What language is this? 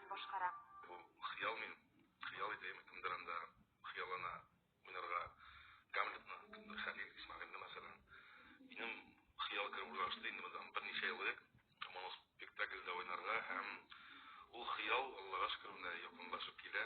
Tatar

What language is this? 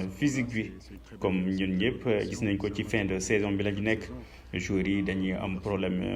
Wolof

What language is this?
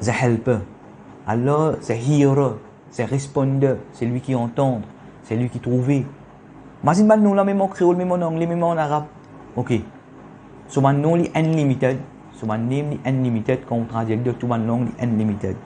Morisyen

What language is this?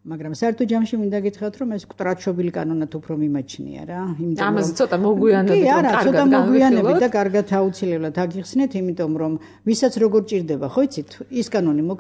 Georgian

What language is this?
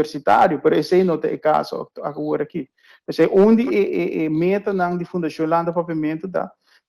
Papiamento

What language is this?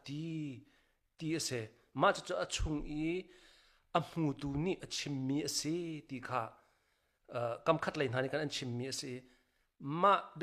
Hakha Chin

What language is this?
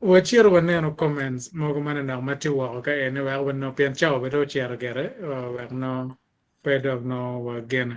Acoli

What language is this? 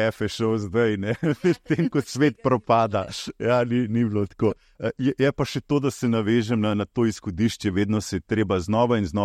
Slovenian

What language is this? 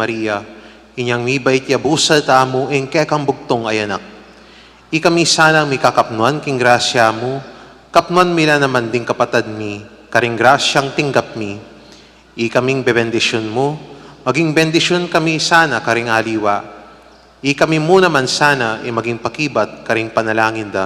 Pampanga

